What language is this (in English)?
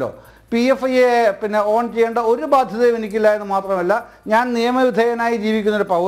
Malayalam